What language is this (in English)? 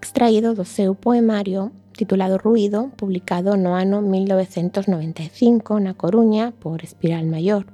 Galician